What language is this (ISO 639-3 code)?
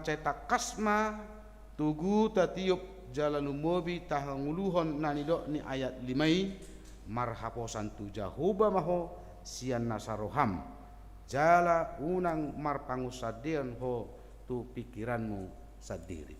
bbc